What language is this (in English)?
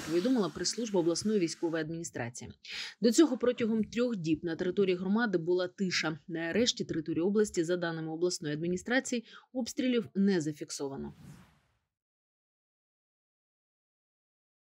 Ukrainian